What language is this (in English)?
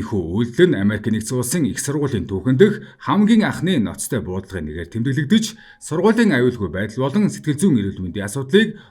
Mongolian